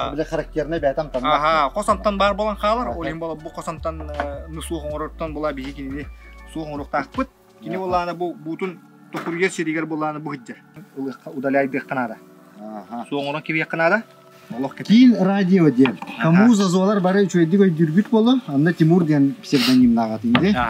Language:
Yakut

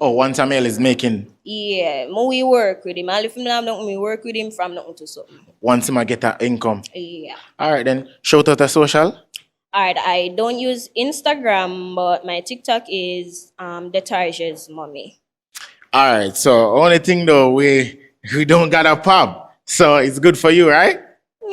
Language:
Jamaican Creole English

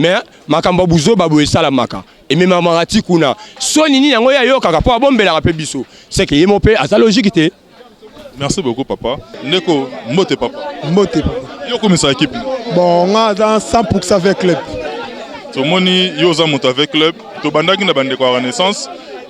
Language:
Lingala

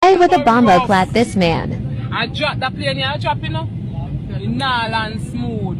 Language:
Jamaican Creole English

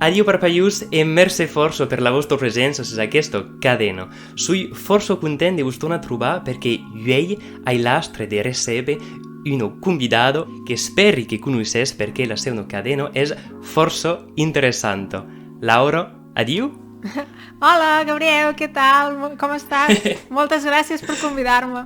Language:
Occitan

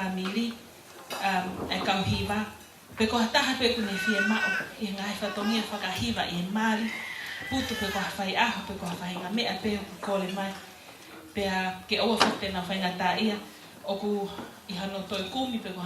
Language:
Tongan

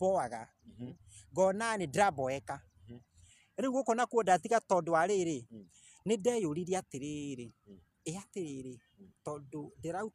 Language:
Kikuyu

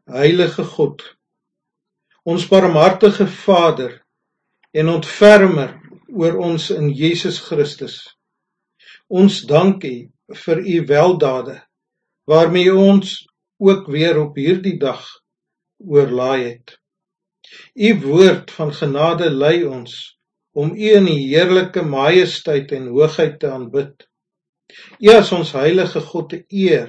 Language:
Afrikaans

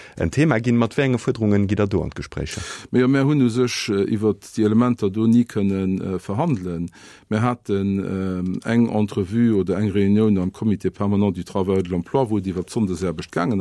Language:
Luxembourgish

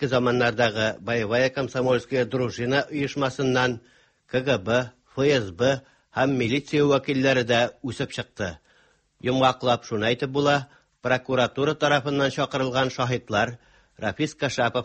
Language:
Tatar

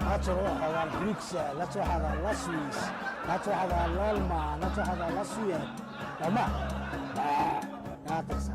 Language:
Algerian Arabic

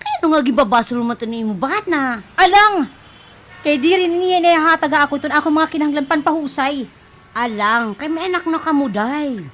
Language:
Waray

